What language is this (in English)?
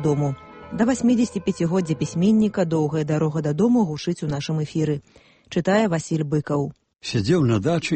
Belarusian